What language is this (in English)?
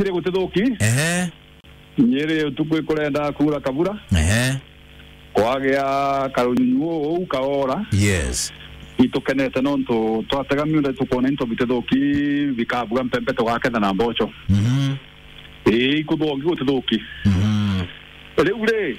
Meru